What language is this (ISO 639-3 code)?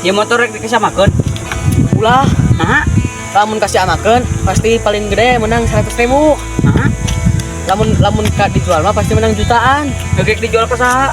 sun